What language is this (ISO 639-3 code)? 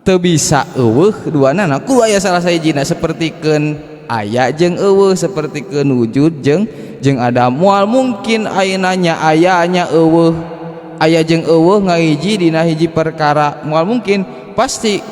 sun